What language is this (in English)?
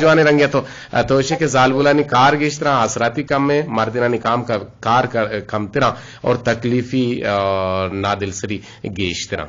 Eastern Balochi